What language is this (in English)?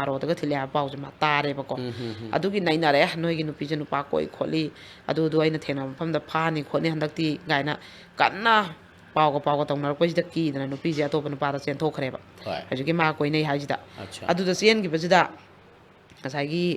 Manipuri